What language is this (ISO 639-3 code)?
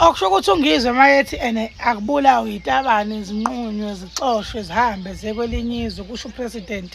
zul